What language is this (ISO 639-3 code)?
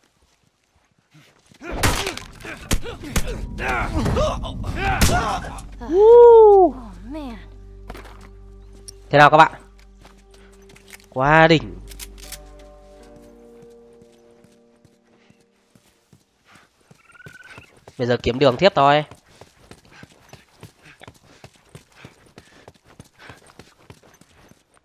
vie